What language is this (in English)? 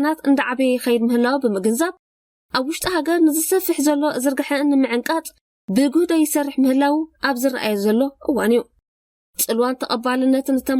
Tigrinya